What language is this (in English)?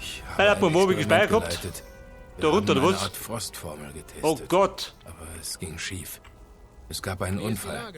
Bavarian